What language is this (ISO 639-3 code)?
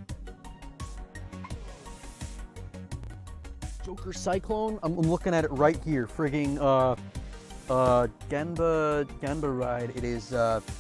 eng